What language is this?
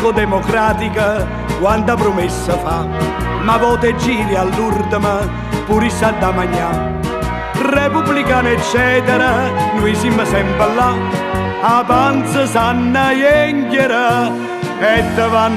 Neapolitan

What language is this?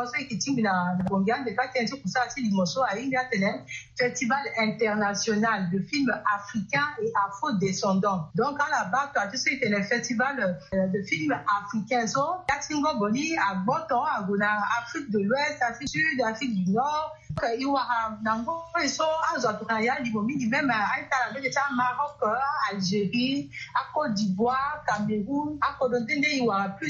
Sango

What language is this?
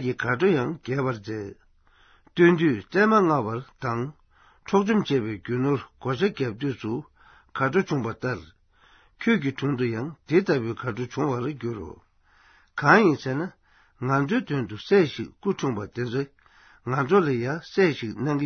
Tibetan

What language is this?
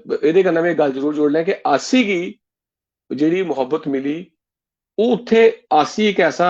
Dogri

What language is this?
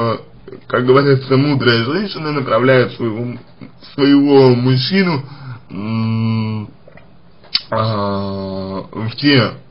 Russian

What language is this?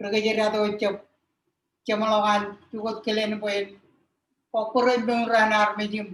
Marshallese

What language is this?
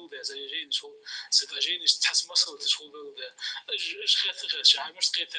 Ingush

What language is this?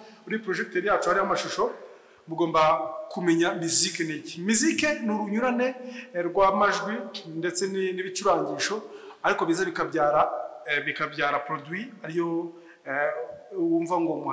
Kinyarwanda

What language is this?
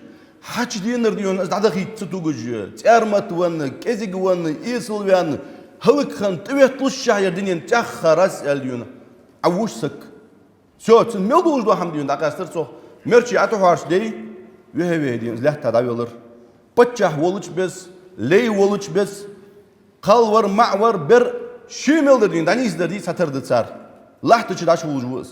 Ingush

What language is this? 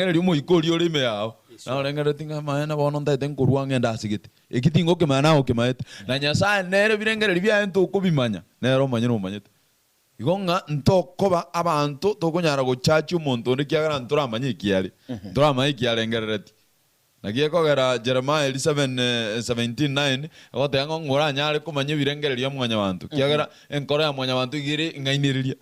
Gusii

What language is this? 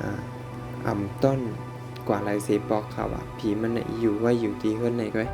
Shan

